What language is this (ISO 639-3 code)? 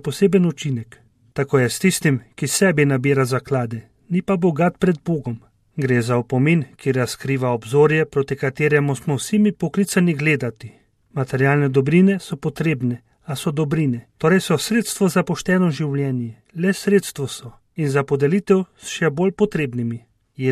slv